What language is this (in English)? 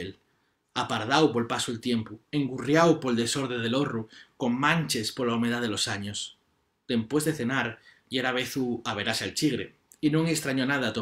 Asturian